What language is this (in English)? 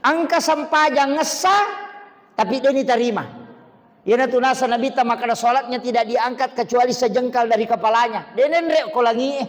Buginese